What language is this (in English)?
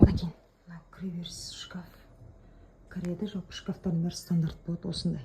Kazakh